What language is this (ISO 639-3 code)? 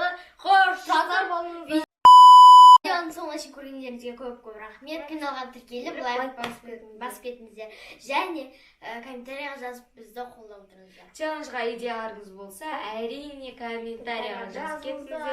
kaz